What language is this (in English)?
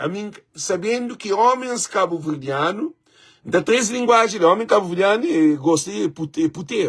Kabuverdianu